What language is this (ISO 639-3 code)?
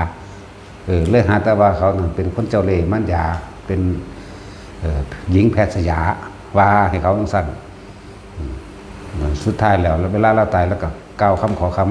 tts